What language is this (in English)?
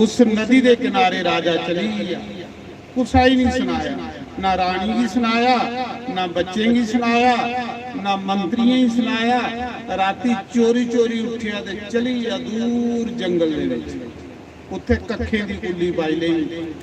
Dogri